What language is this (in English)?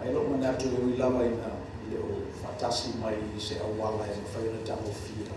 Samoan